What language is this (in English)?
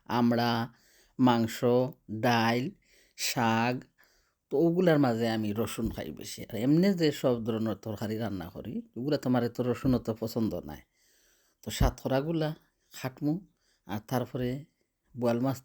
Sylheti